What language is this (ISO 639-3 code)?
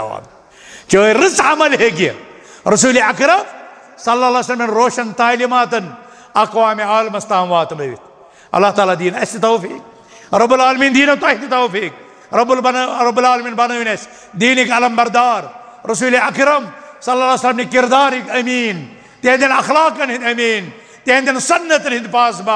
kas